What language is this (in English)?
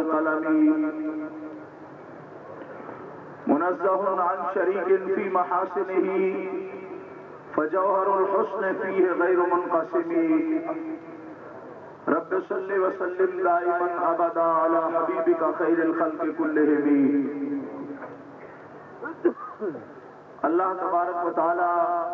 Urdu